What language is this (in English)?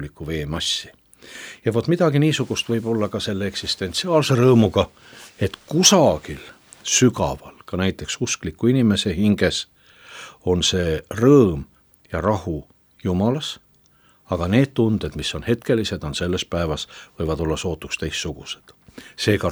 Estonian